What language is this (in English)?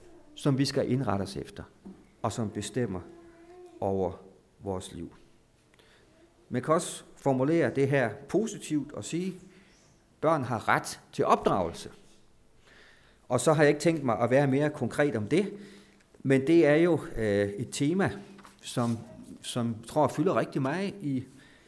Danish